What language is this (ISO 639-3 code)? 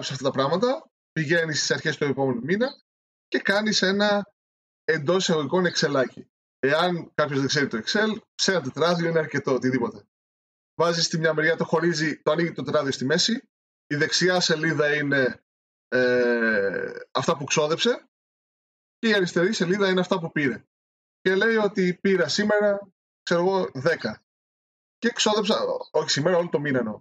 ell